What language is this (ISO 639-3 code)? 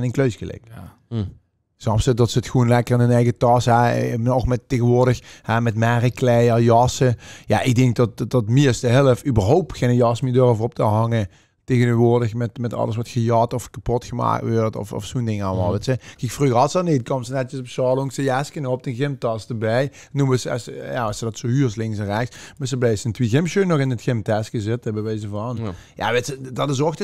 lim